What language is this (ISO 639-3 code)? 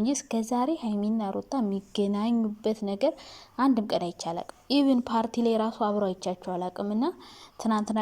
amh